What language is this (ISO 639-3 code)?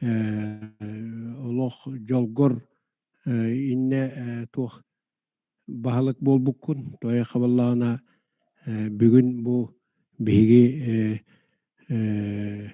sah